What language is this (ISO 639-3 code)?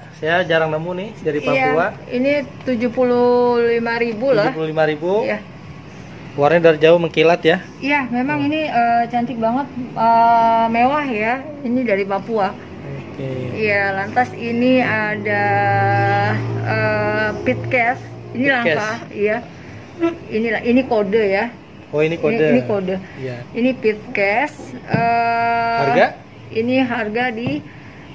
ind